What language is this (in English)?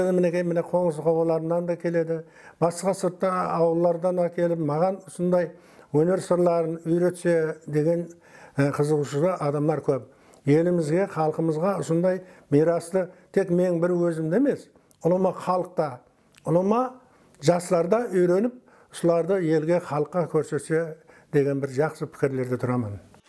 Kara-Kalpak